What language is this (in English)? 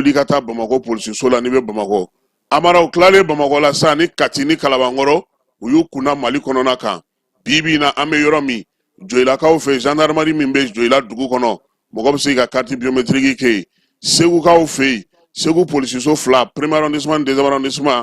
Bambara